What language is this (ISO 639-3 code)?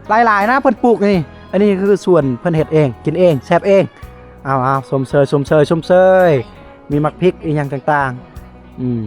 lao